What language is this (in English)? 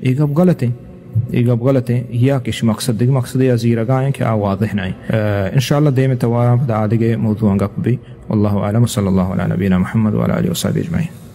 Eastern Balochi